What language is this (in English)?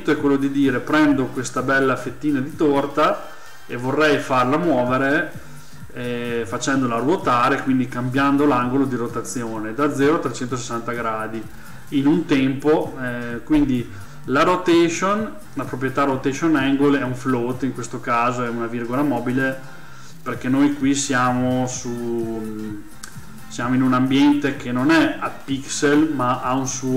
Italian